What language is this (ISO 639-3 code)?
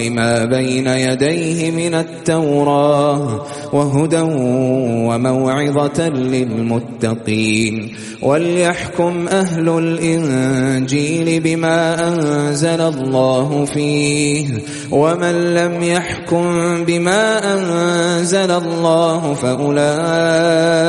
ara